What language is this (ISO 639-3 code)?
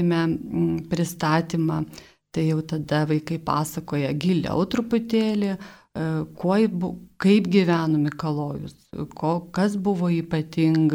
lit